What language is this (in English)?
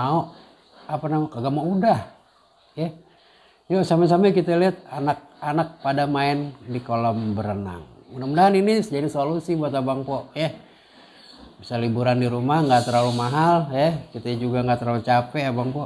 Betawi